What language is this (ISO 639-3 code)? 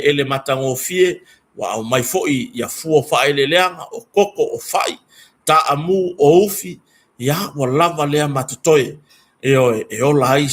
smo